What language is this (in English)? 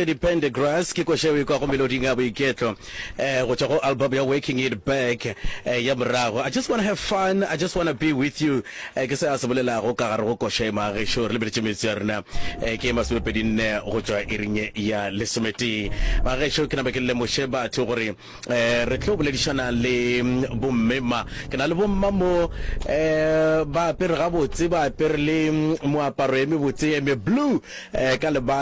Northern Sotho